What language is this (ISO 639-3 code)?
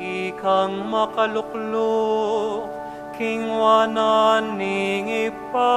pam